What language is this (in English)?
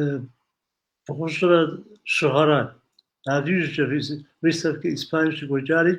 Kabardian